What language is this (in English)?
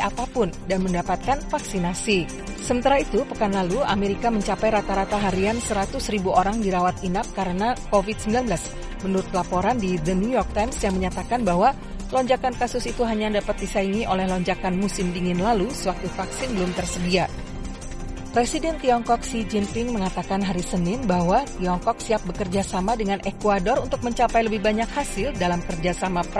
Indonesian